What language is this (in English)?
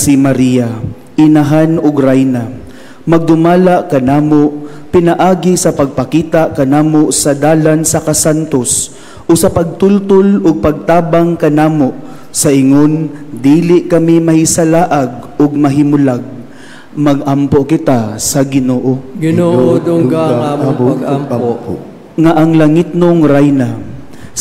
Cebuano